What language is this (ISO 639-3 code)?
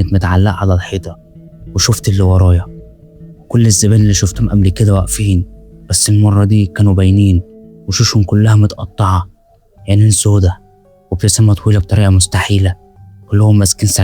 arz